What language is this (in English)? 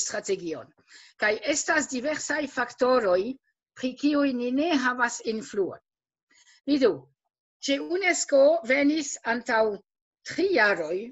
Esperanto